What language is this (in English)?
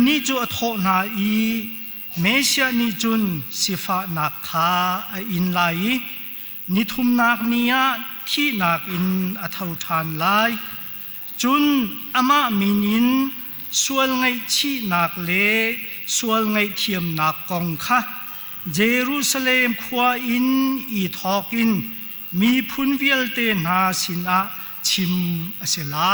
Hakha Chin